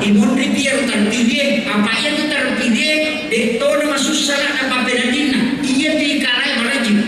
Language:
Buginese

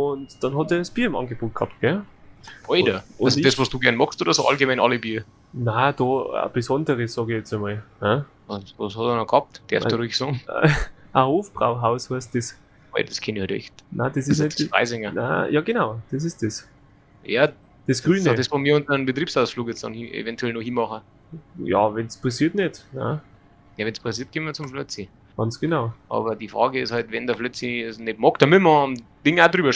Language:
Bavarian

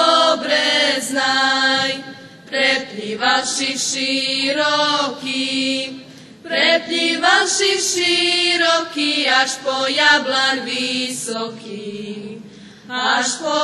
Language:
Rusyn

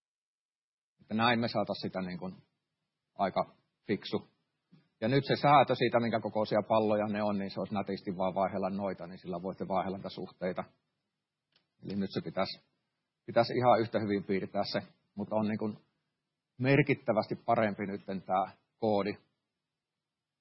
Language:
Finnish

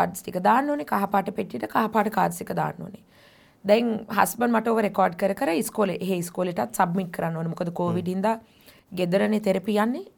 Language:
Sinhala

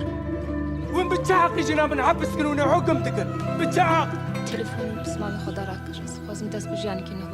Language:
Kurdish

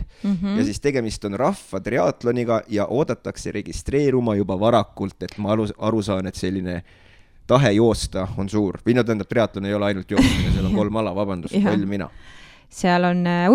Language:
Estonian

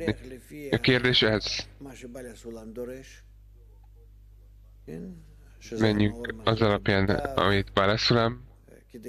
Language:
Hungarian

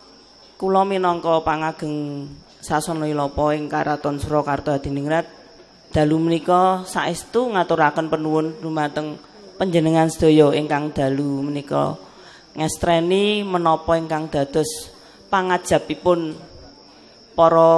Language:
Javanese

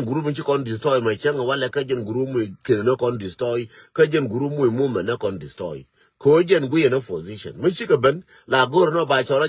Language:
Nuer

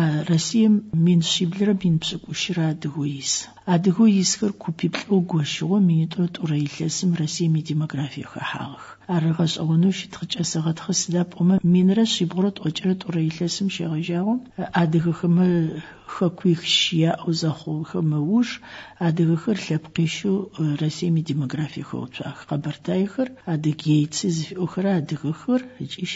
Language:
Adyghe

